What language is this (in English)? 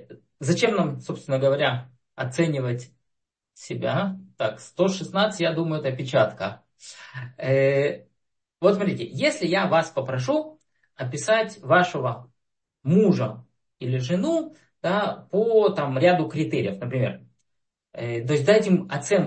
Russian